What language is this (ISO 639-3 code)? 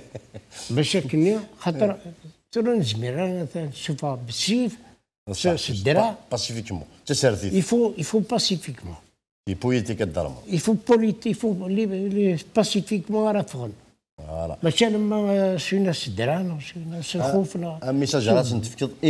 kab